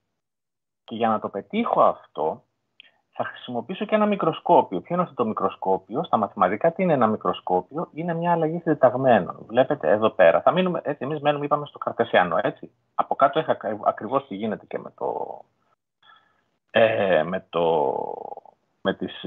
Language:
Greek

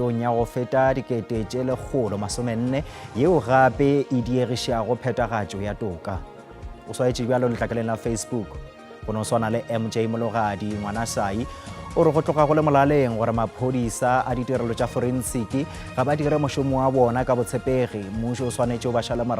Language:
Northern Sotho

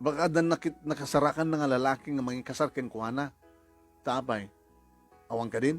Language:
Iloko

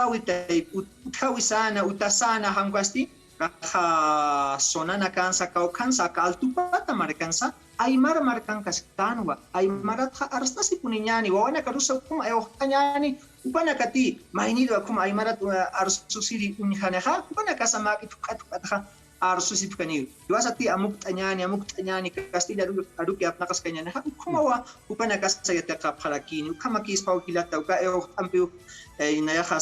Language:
Aymara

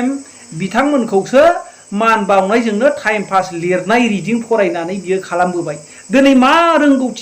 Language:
Bodo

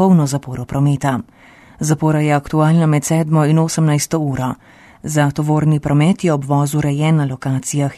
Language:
Slovenian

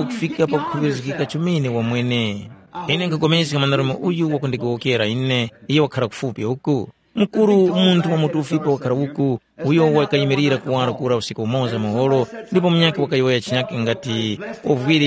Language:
Tumbuka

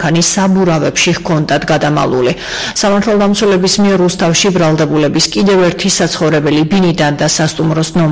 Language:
Georgian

